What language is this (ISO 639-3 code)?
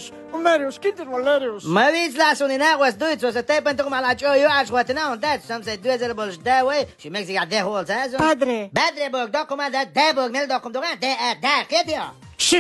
che